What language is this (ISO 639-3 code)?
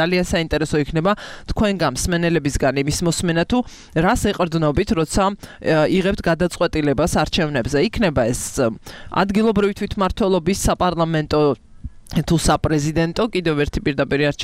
kat